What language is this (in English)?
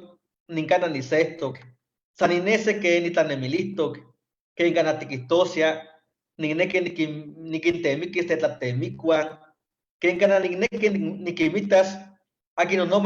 Eastern Huasteca Nahuatl